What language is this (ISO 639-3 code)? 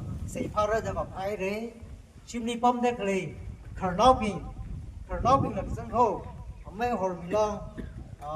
nmf